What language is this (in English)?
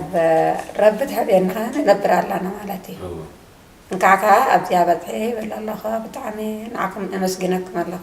Tigrinya